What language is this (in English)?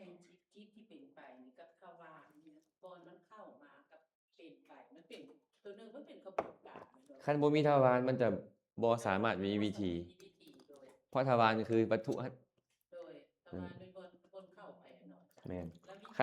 Lao